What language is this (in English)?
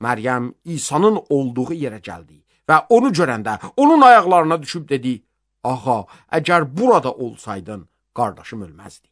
Azerbaijani